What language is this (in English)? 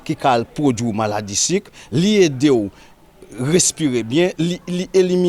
Haitian Creole